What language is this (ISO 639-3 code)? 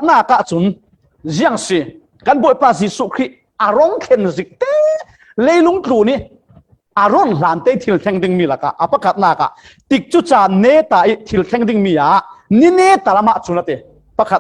cfm